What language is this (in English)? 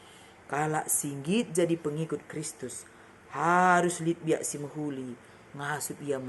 Batak Karo